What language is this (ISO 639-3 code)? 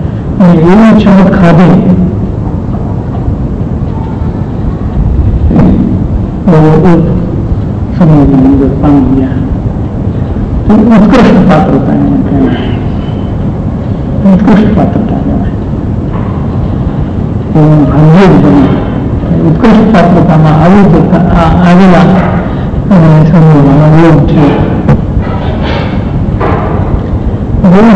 guj